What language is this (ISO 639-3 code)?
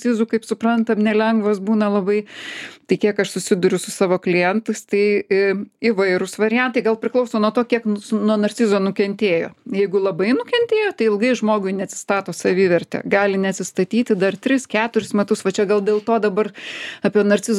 lit